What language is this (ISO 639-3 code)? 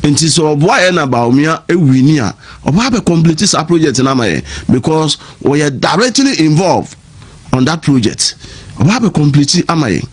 aka